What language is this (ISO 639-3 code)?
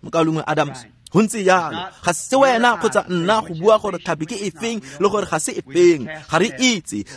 tsn